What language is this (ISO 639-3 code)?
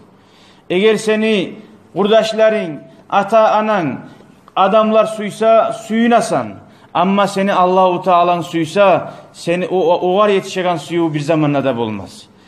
kum